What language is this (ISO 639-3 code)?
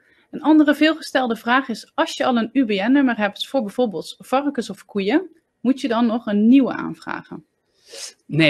nld